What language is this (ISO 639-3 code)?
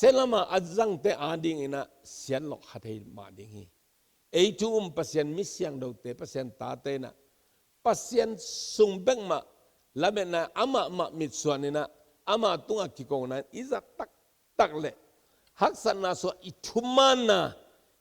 ctd